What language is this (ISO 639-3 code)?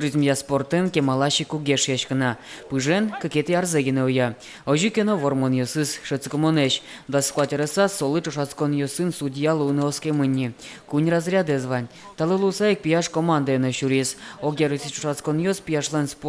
udm